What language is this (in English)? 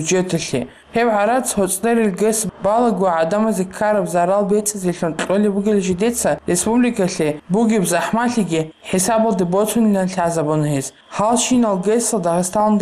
Avaric